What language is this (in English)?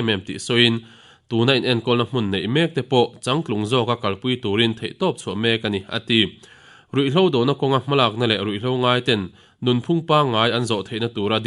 Mizo